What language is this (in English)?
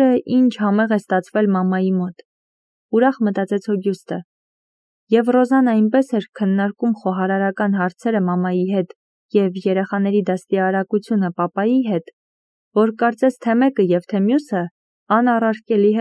Armenian